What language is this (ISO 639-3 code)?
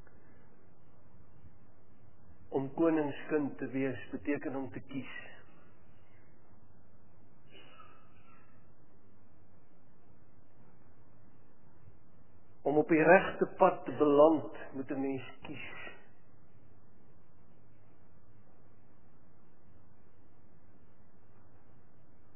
afr